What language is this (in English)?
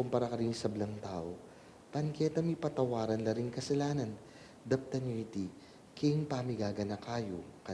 Pampanga